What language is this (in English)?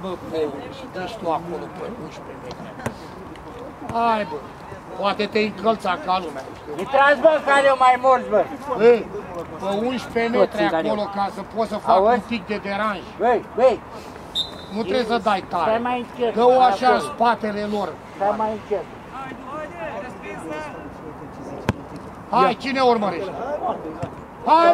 Romanian